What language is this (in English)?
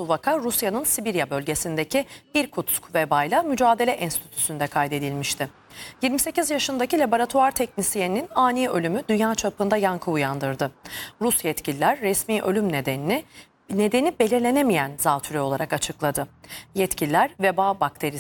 Turkish